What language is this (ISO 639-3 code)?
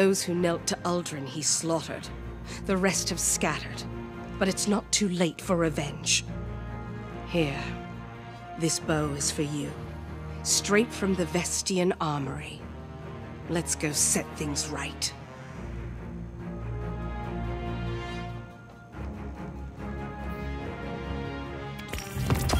eng